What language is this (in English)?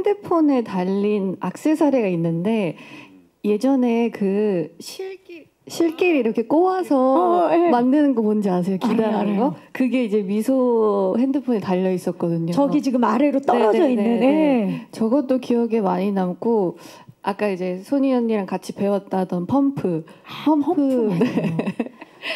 Korean